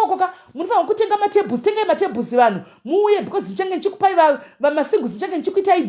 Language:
Shona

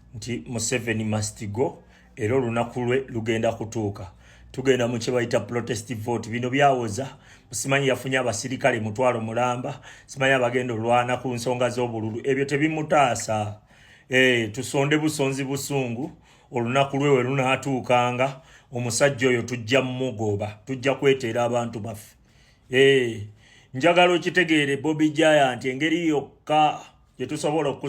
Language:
Ganda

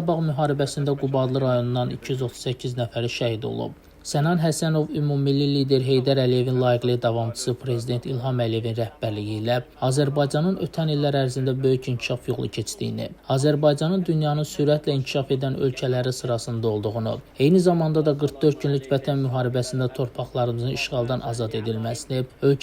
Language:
Azerbaijani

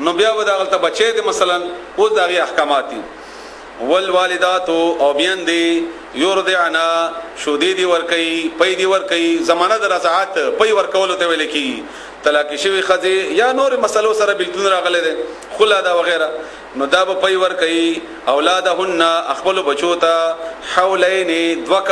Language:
Pashto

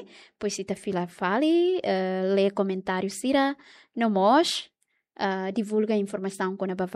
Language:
Tetum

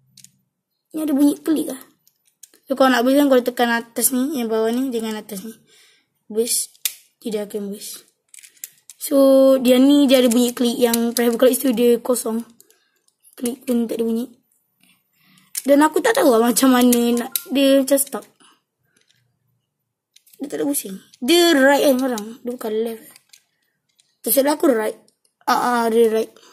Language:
Malay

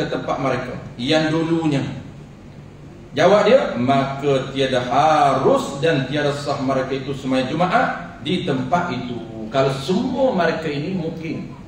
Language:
Malay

